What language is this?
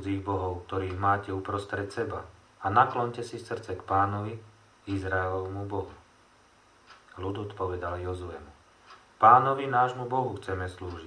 Slovak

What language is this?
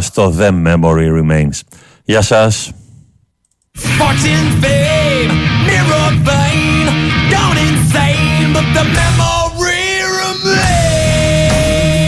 Greek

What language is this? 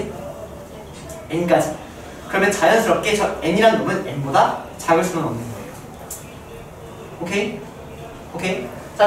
Korean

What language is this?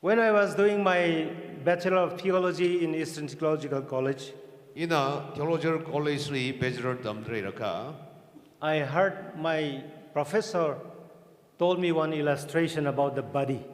Tangkhul Naga (India)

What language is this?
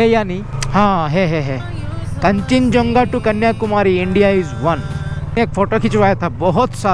Hindi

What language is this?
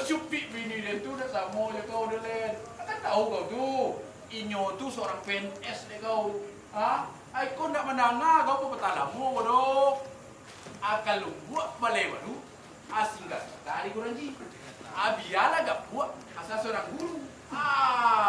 Minangkabau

